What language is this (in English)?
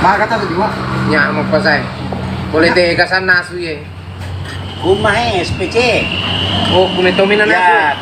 Buginese